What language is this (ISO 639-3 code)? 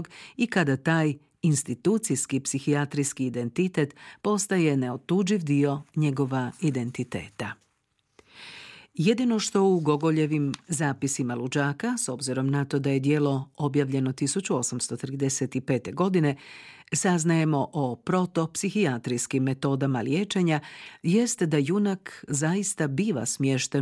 hrv